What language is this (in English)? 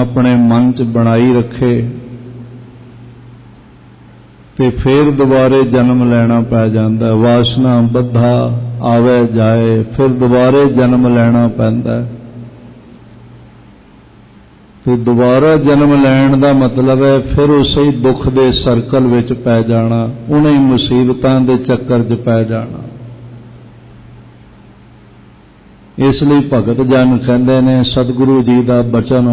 Punjabi